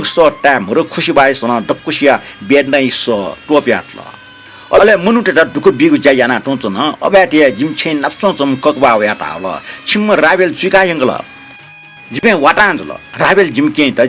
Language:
Newari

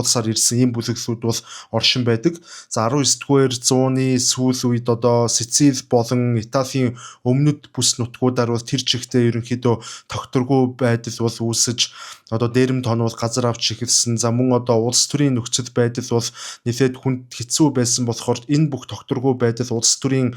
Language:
Mongolian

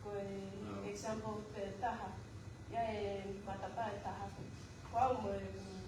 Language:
Tongan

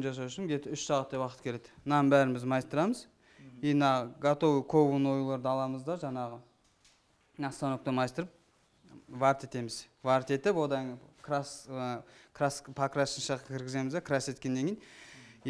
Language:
Kazakh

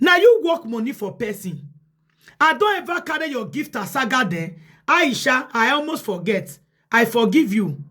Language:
Nigerian Pidgin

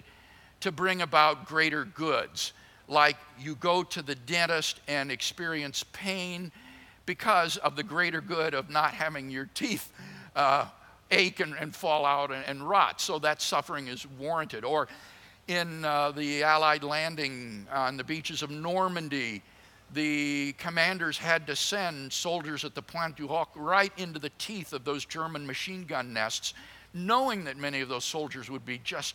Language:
English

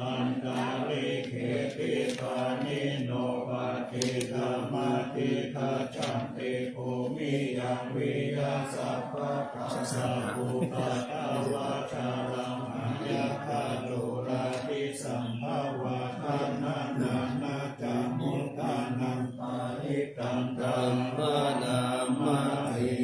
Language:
Pali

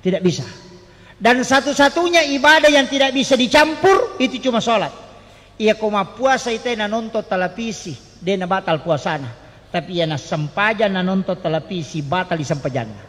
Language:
Buginese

